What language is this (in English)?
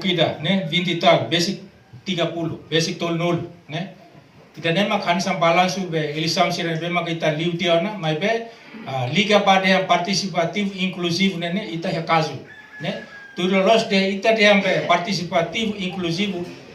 Tetum